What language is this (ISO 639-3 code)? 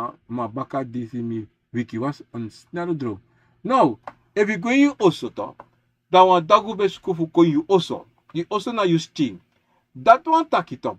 srn